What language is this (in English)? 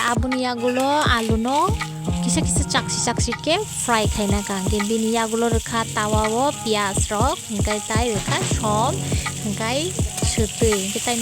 Kok Borok